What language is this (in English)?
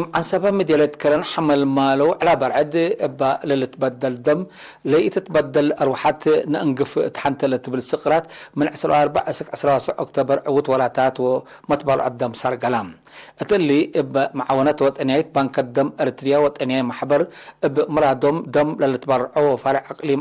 Tigre